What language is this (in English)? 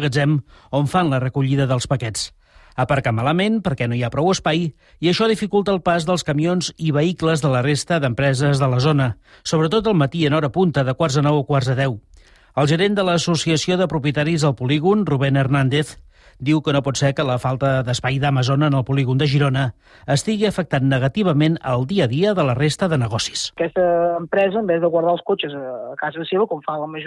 Catalan